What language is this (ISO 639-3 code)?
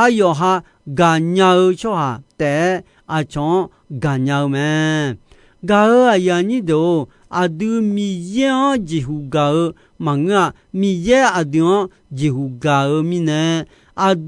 ahk